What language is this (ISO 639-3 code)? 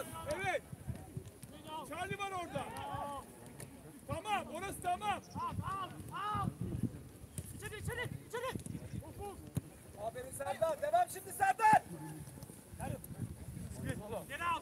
tur